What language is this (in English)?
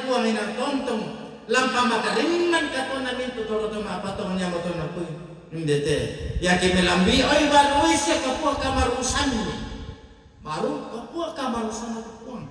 Toraja-Sa'dan